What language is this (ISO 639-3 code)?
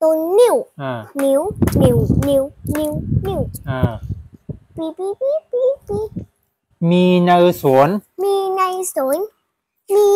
shn